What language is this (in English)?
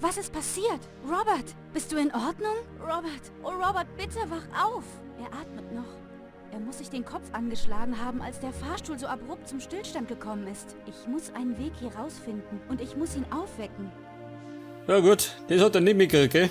Bavarian